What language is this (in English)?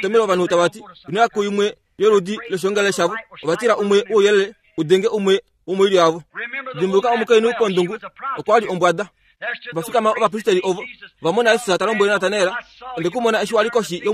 Kuanyama